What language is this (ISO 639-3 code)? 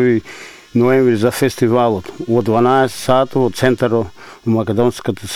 mkd